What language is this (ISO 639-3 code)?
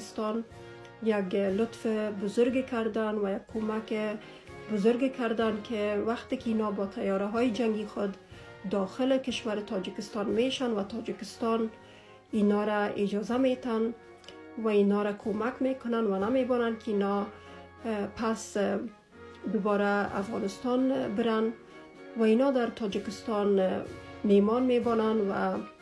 fas